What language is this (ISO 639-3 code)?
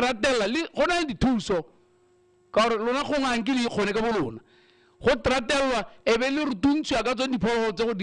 tsn